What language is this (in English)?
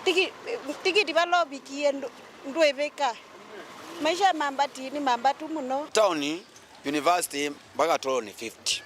Kamba